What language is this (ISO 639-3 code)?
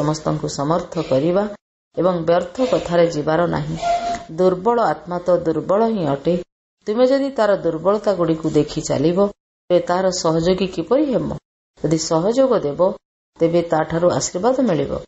ori